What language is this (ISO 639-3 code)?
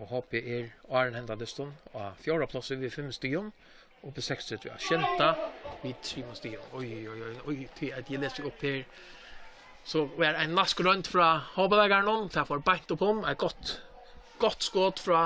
fao